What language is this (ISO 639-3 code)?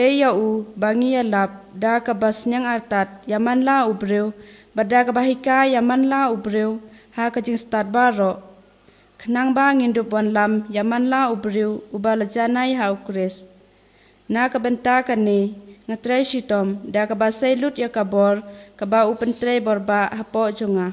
kha